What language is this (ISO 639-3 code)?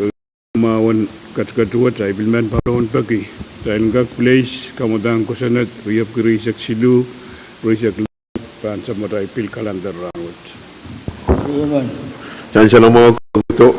pon